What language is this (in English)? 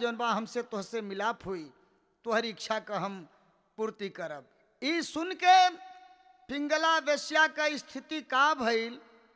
Bhojpuri